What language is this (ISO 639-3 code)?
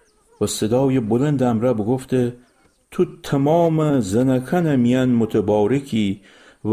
glk